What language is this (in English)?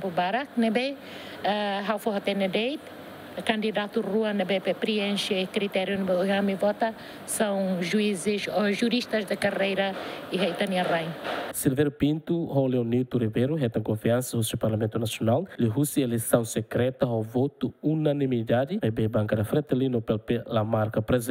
Tetum